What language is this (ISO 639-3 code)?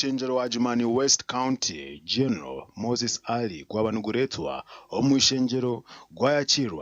nyn